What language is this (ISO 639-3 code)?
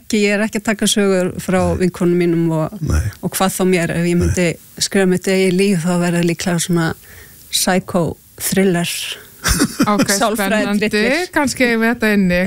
isl